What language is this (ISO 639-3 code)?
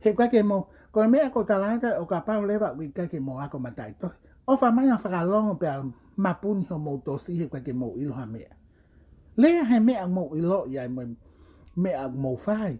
ton